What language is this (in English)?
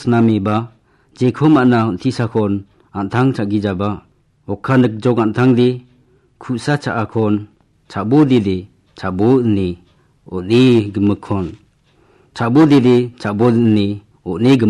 Garo